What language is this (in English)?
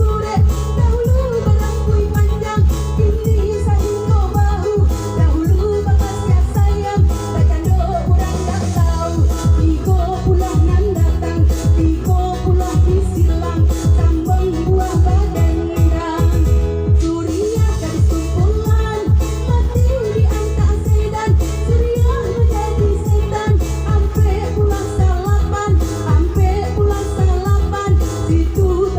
Minangkabau